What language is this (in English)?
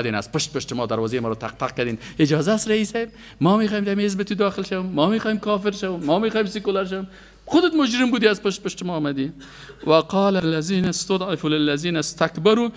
Persian